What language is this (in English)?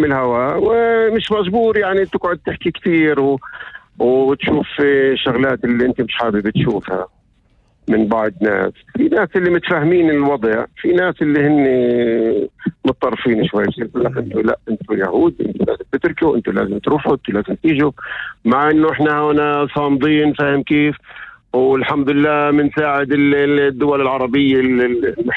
North Levantine Arabic